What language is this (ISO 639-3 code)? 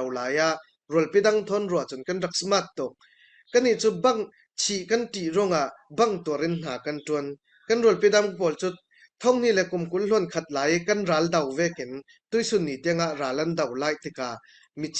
cfm